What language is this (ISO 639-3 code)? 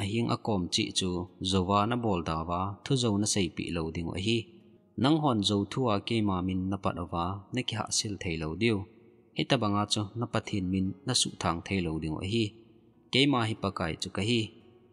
tcz